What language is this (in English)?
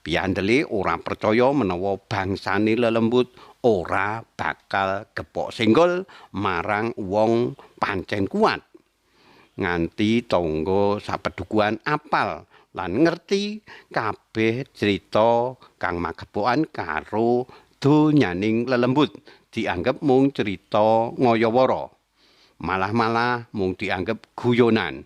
Javanese